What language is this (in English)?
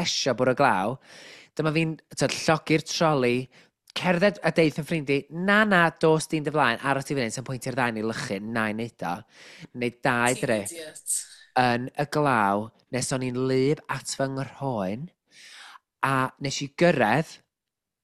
Welsh